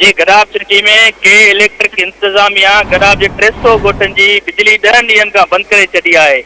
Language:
Sindhi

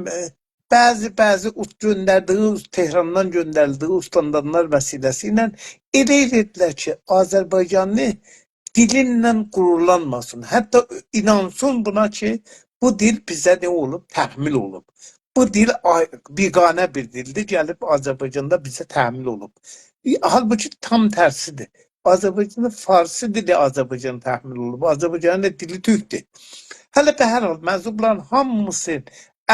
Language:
South Azerbaijani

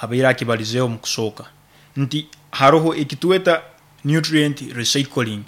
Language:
Nyoro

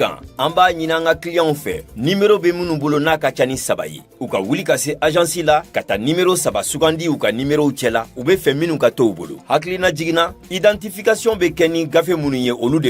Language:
Bambara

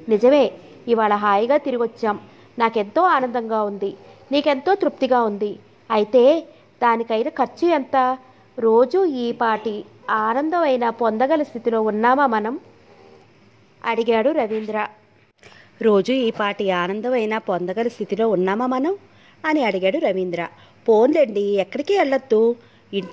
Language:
Telugu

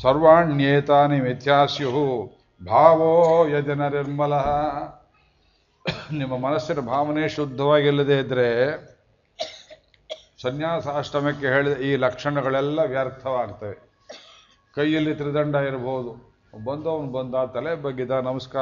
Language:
Kannada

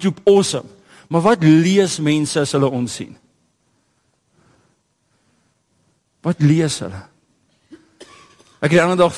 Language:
Afrikaans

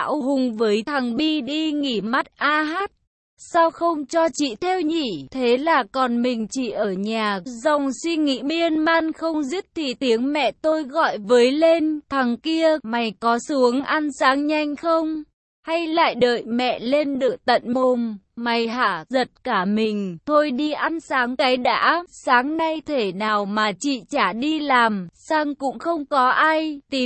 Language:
Vietnamese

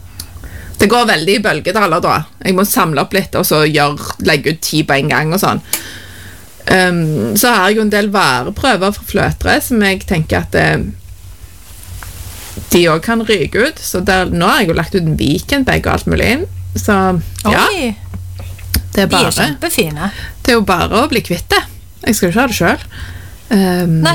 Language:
Norwegian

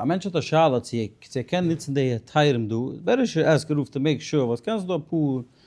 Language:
Yiddish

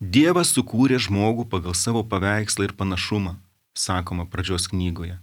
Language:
Lithuanian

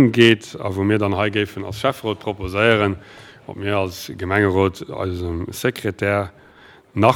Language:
Luxembourgish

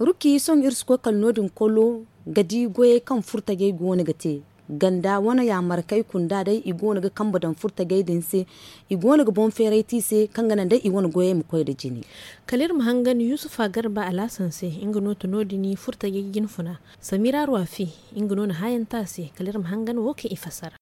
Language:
Zarma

